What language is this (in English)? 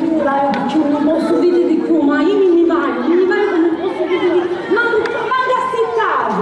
Sicilian